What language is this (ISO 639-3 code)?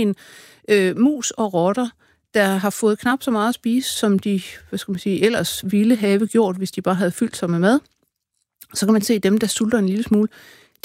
dan